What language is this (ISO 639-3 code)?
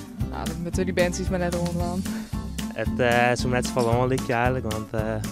fry